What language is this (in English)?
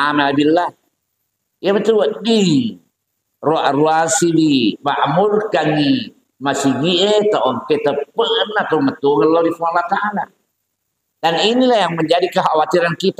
Buginese